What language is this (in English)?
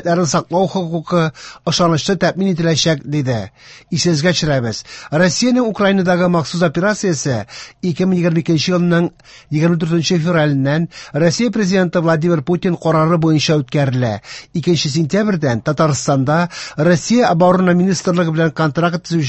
Tatar